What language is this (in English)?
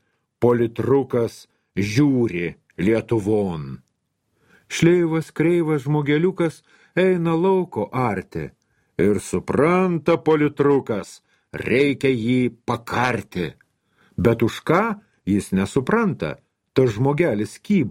Lithuanian